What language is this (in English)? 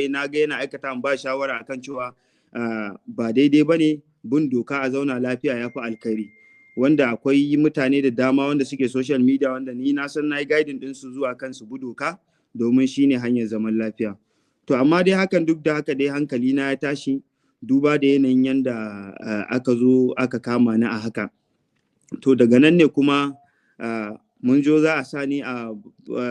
Hausa